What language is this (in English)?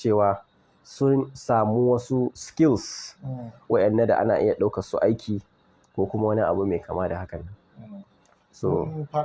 Hausa